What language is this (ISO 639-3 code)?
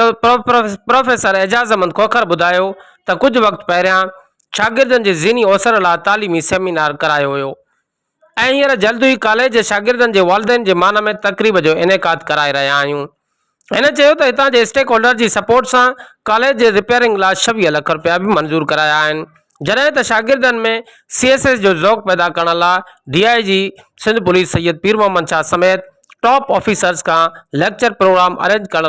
snd